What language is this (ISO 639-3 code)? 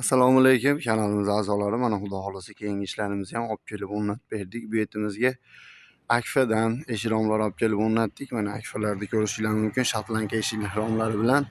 uzb